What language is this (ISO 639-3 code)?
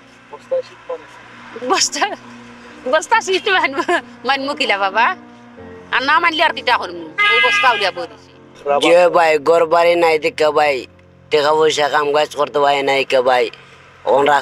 syl